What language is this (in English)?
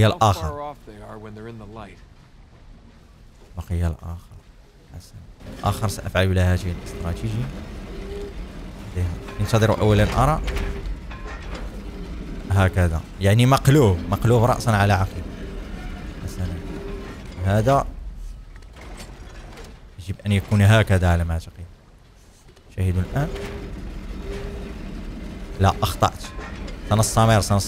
Arabic